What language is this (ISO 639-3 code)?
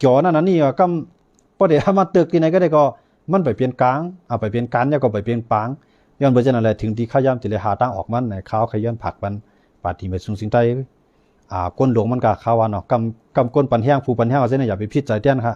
shn